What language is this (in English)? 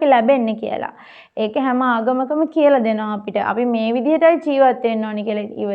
Sinhala